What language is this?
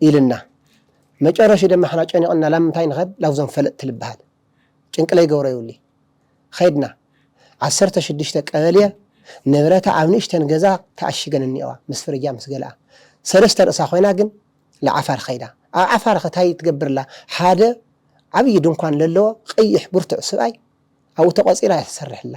Tigrinya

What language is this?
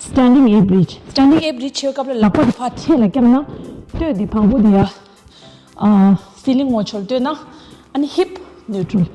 Tibetan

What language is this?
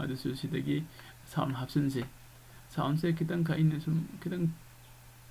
Manipuri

